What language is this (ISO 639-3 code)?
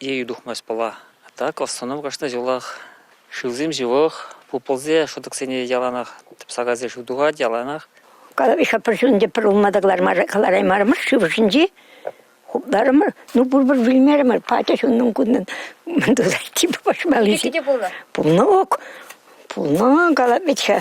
chv